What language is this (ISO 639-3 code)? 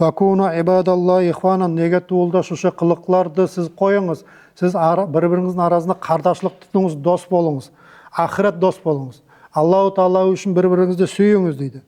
nog